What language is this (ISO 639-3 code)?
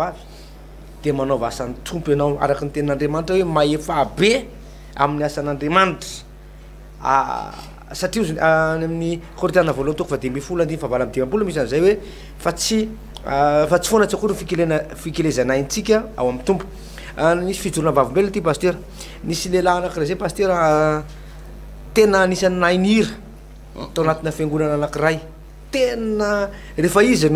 mlg